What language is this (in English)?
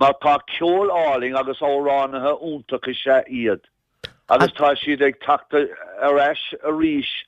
Irish